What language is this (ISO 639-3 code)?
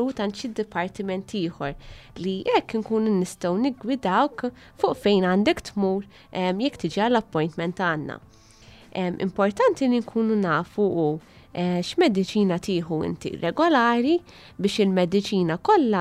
mlt